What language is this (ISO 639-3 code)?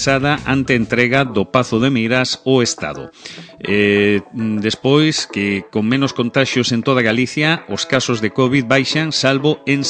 glg